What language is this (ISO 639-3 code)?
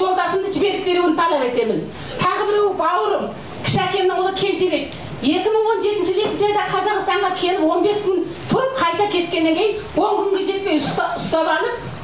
kaz